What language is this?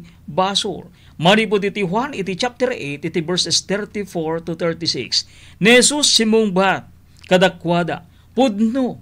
Iloko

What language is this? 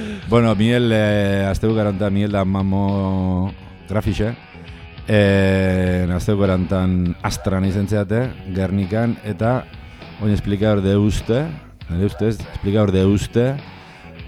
Basque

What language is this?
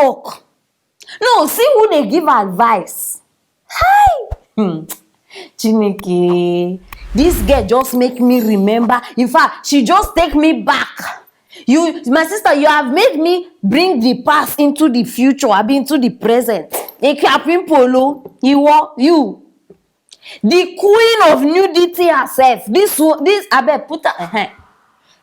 Nigerian Pidgin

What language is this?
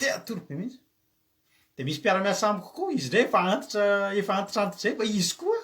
Malagasy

